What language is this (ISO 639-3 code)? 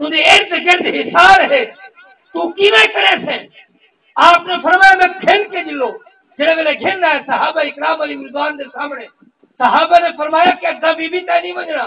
skr